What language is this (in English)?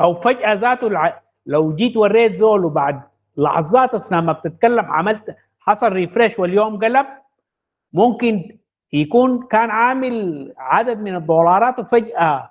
Sudanese Arabic